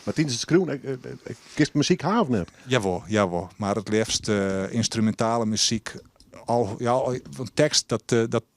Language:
Western Frisian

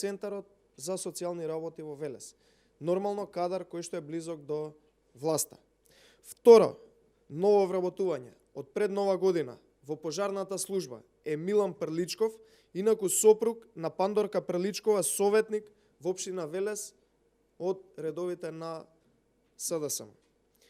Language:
Macedonian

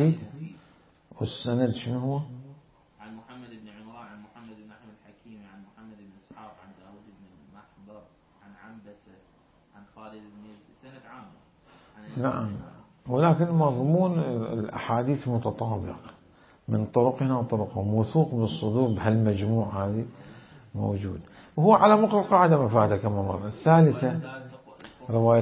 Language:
Mesopotamian Arabic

